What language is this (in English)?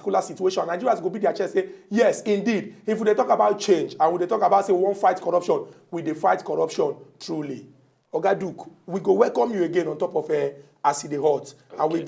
Nigerian Pidgin